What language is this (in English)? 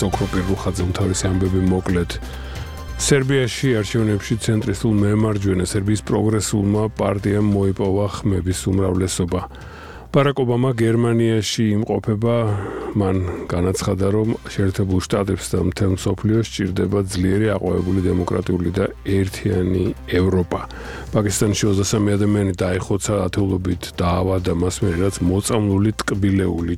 Georgian